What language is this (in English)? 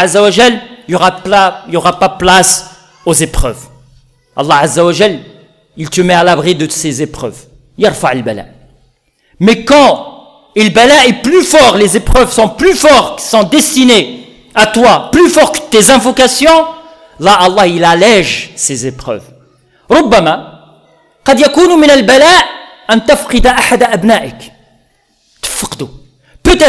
French